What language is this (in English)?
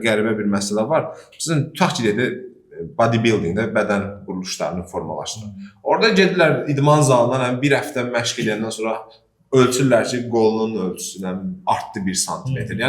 Azerbaijani